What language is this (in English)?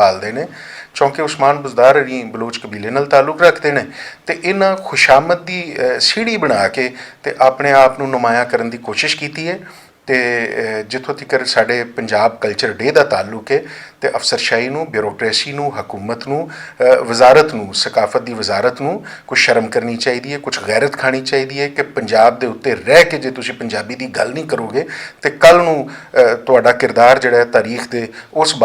Western Panjabi